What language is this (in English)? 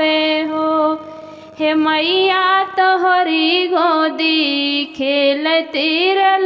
Bhojpuri